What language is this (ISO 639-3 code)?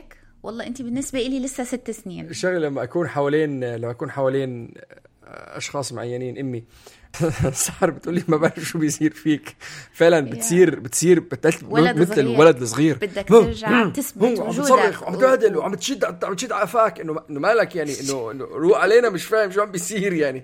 apc